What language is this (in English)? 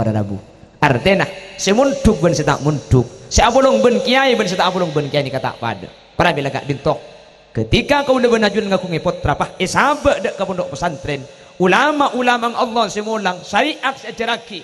Madurese